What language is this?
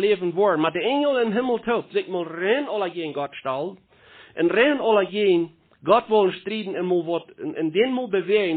Plautdietsch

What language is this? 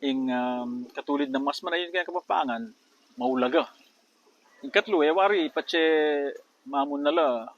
Pampanga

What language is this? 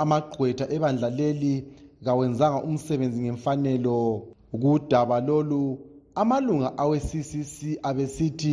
North Ndebele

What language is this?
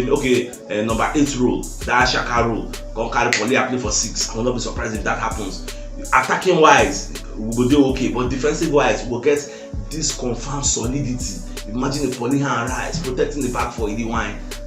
Nigerian Pidgin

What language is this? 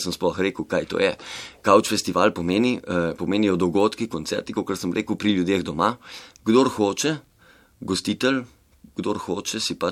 Slovenian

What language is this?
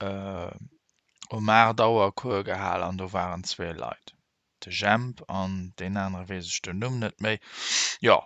Luxembourgish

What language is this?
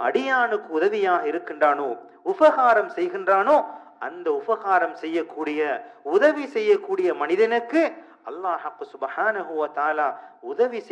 Tamil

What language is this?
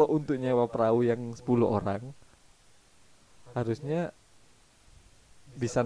Indonesian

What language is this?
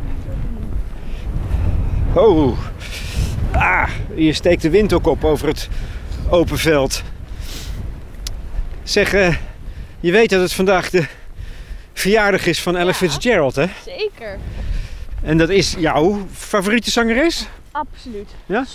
Dutch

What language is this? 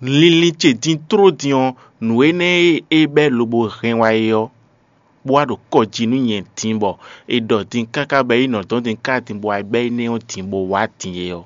Fon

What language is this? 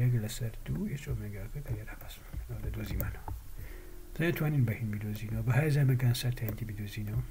Central Kurdish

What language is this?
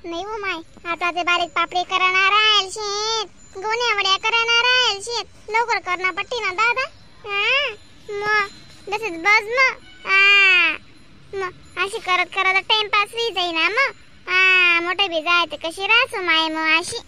Khandesi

